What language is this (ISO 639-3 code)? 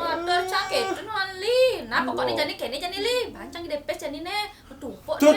ban